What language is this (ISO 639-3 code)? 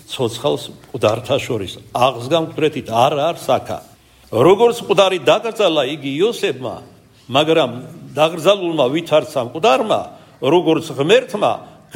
kat